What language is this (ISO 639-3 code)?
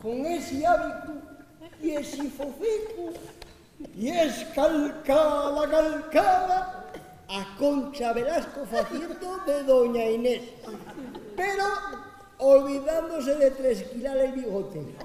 ast